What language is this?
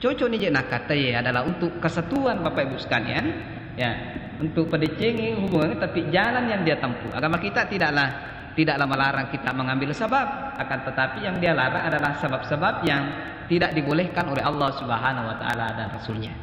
Buginese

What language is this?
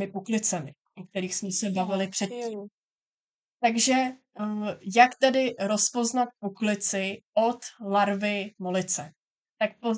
Czech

